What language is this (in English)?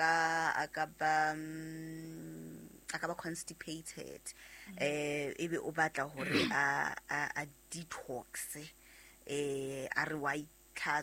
Southern Sotho